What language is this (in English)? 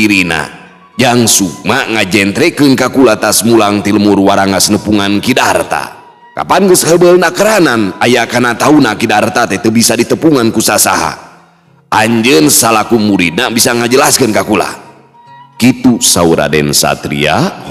Sundanese